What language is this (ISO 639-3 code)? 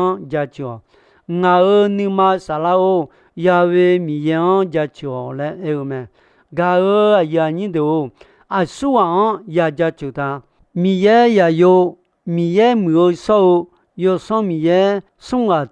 ahk